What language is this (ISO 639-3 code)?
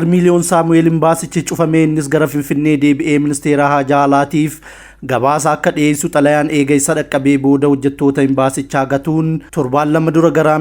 orm